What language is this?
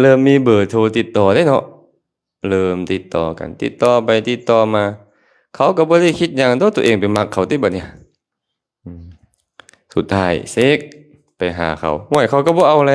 Lao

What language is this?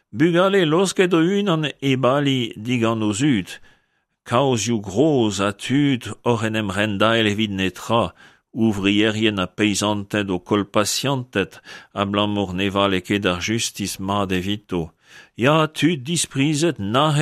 Breton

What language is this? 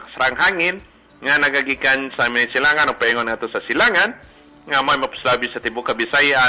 Cebuano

